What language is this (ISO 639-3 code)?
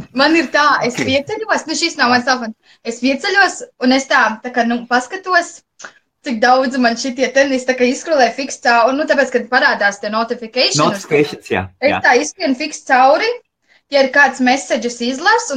lav